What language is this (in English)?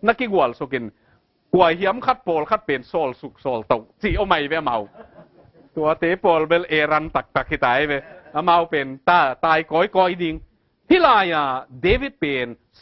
Tedim Chin